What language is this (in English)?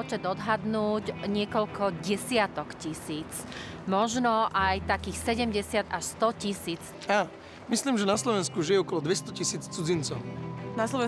Slovak